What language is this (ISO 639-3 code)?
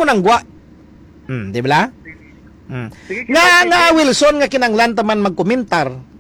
hil